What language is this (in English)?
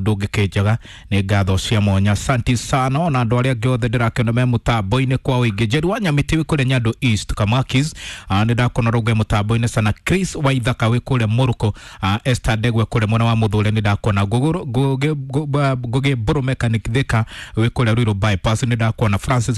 Kikuyu